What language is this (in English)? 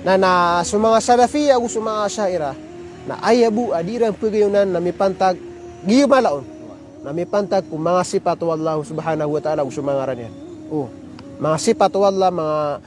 Maranao